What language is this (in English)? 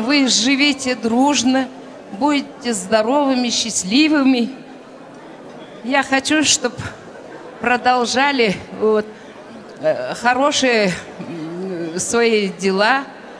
Russian